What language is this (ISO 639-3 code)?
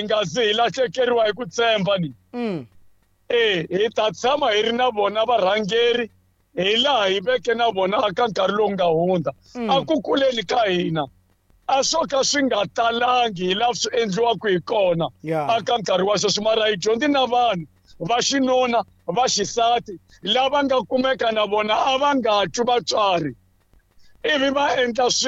tso